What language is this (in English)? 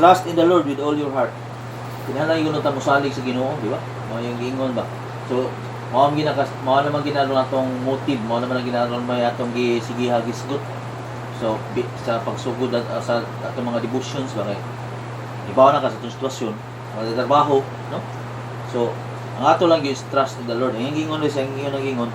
Cebuano